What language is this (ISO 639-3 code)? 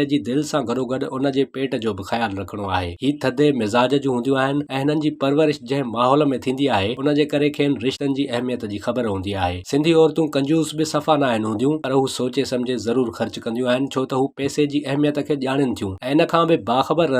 snd